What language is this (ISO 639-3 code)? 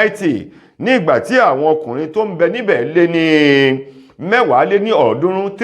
yor